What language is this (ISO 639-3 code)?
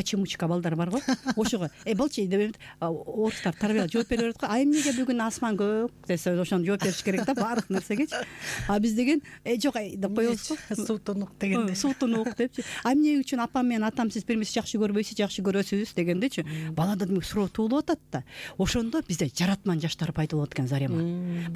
kir